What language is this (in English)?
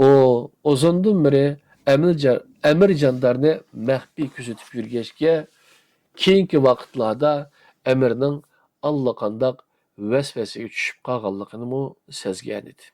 Uyghur